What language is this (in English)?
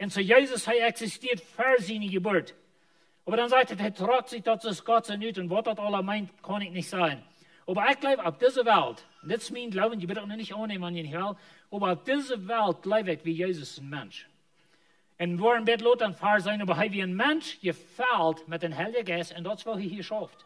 Plautdietsch